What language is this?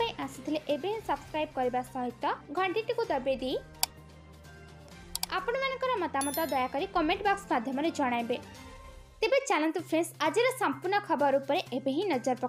Odia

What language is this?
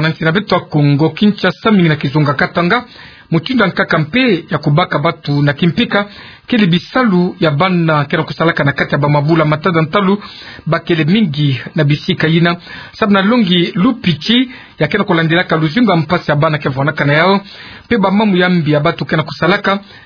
Kituba (Democratic Republic of Congo)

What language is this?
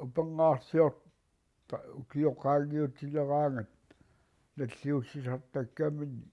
Kalaallisut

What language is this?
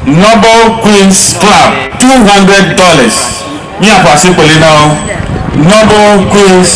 Ewe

